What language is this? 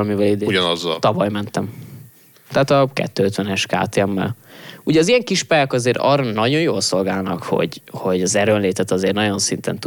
Hungarian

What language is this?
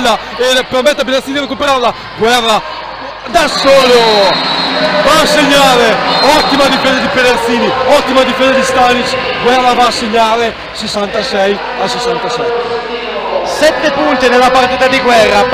Italian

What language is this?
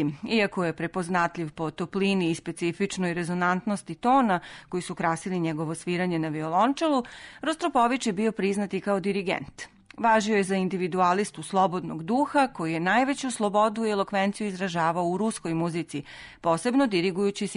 Serbian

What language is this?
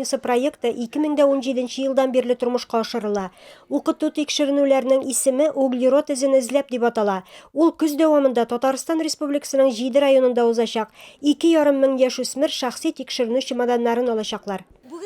Tatar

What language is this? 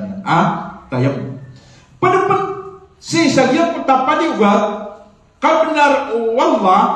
Maranao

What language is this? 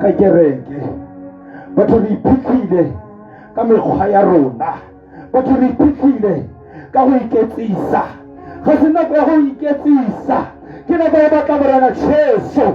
Tswana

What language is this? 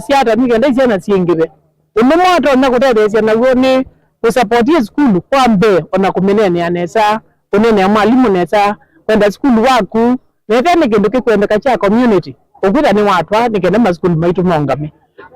Kamba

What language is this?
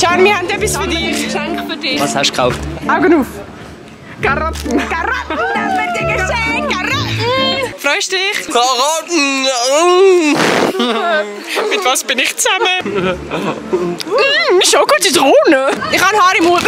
Swiss German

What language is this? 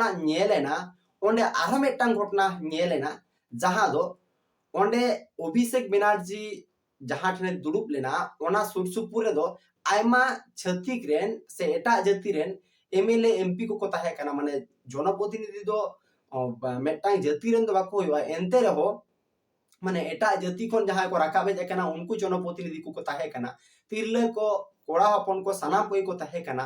Santali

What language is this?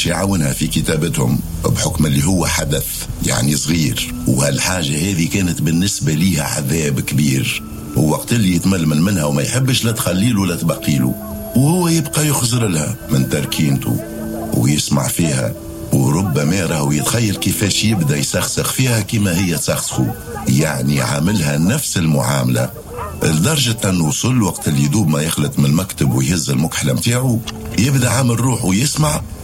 Tunisian Arabic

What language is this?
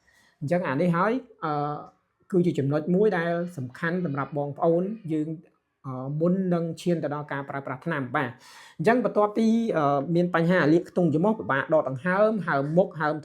Khmer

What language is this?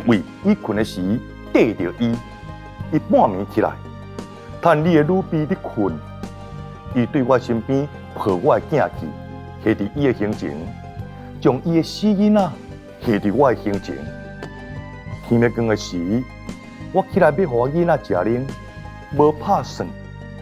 Min Nan Chinese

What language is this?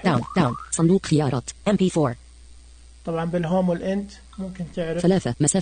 Najdi Arabic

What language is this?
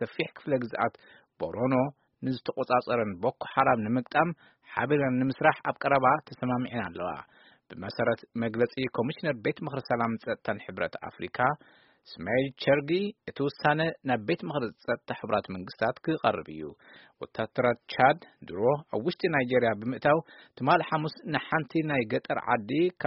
Tigrinya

